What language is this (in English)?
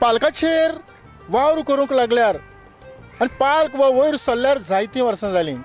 Konkani